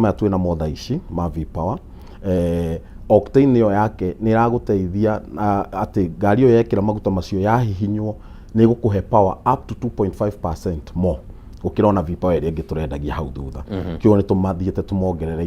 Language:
Kikuyu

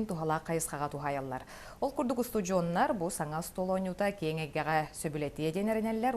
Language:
Yakut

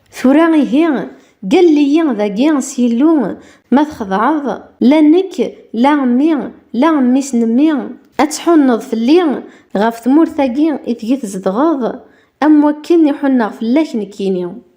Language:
Kabyle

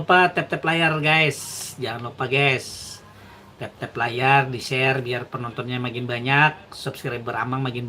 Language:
Banjar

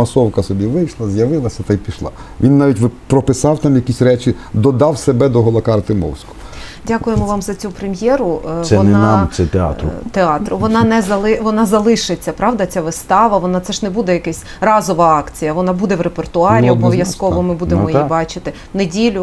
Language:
Ukrainian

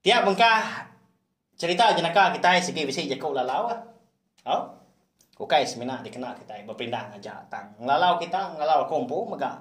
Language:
Iban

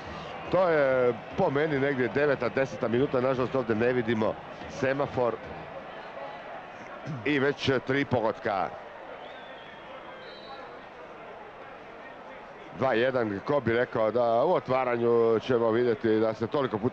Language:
Croatian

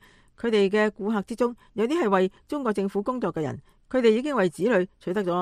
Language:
Cantonese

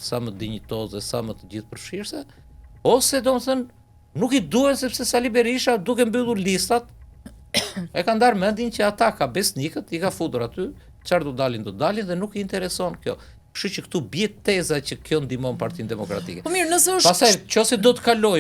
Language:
Albanian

